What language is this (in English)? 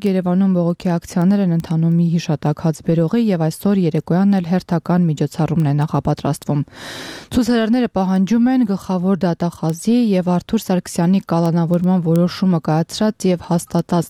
Armenian